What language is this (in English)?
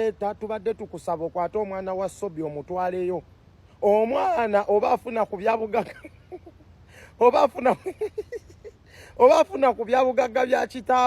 Ganda